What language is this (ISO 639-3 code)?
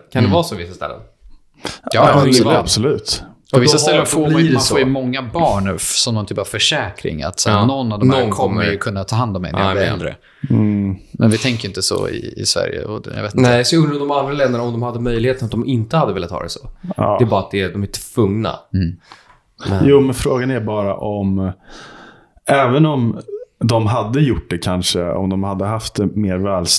swe